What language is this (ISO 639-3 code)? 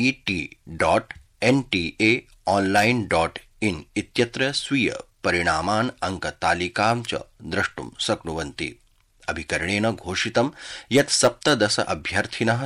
san